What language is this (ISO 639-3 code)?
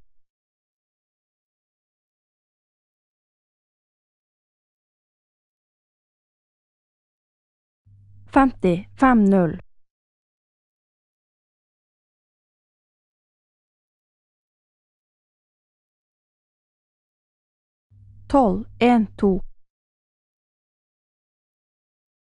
nor